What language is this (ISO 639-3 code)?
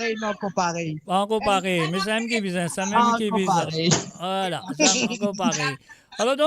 mfe